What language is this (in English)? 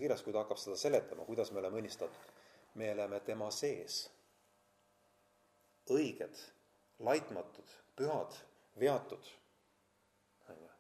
Estonian